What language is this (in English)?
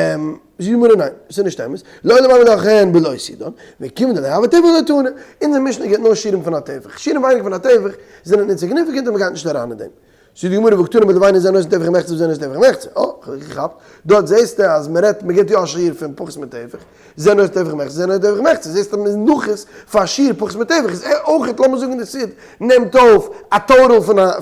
Yiddish